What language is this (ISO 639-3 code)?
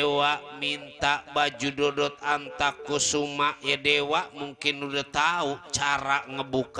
bew